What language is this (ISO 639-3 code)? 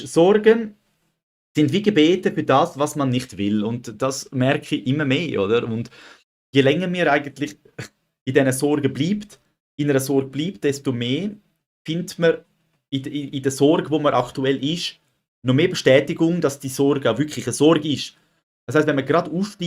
gsw